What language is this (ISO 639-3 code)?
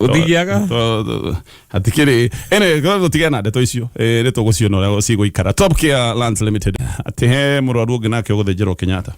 kik